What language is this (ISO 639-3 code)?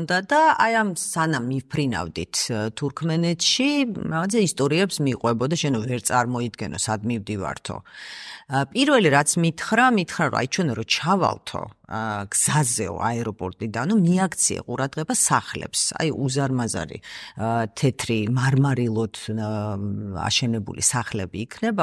kat